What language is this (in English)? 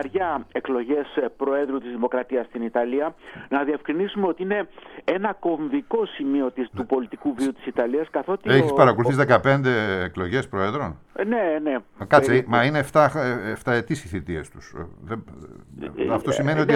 Greek